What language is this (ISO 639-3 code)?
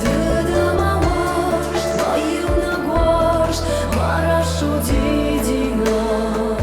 oss